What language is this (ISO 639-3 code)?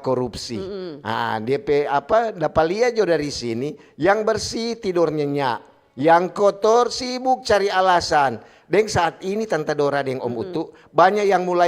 xmm